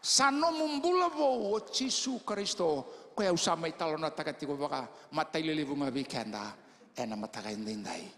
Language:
Fijian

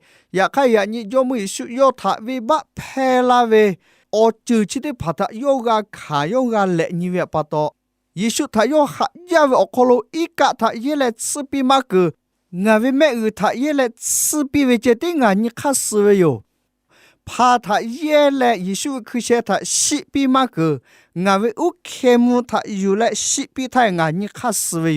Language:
Lahu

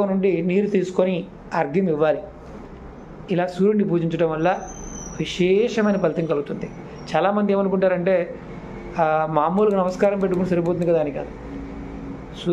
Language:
Telugu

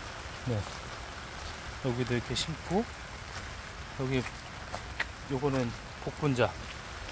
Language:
Korean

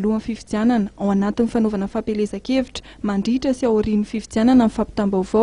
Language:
Malagasy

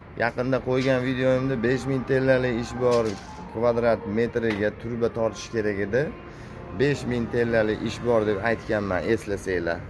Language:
Uzbek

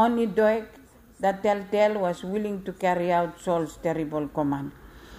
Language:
Bislama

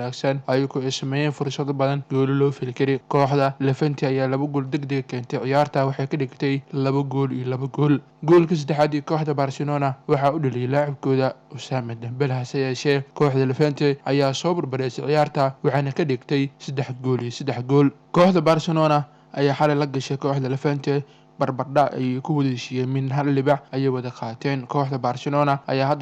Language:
Somali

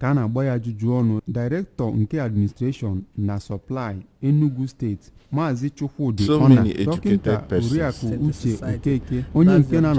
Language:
Igbo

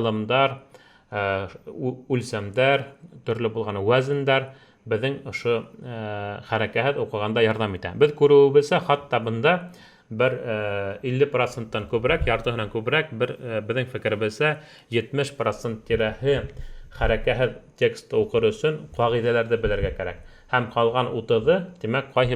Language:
Bashkir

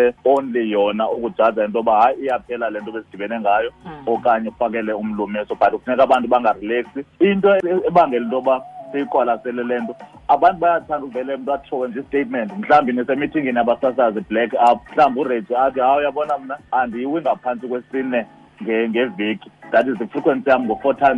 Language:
Xhosa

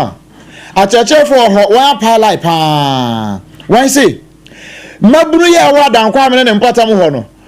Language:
Akan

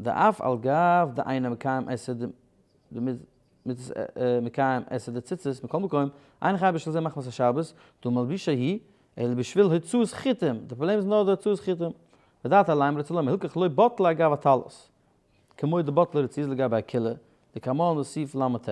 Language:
Yiddish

